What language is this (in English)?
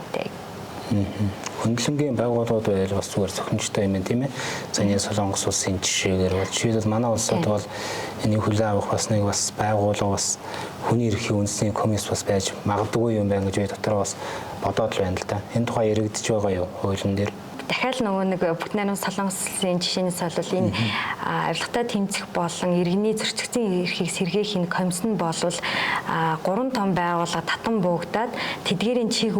Mongolian